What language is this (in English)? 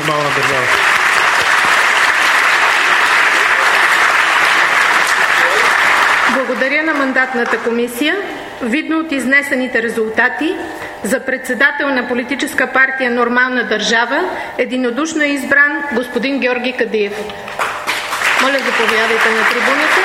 Bulgarian